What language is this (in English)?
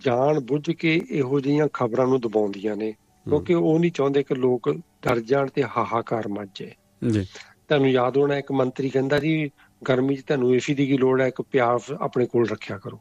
Punjabi